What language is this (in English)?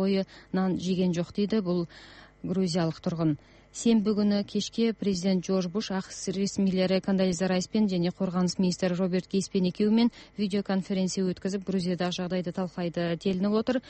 Kazakh